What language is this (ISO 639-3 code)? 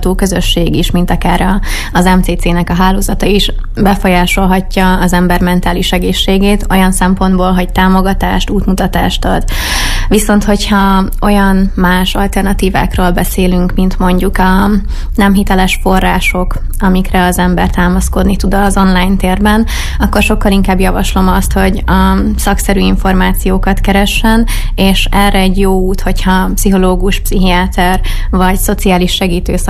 hun